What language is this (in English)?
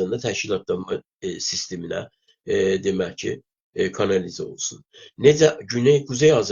South Azerbaijani